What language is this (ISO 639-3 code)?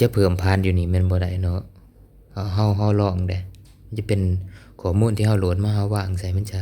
lao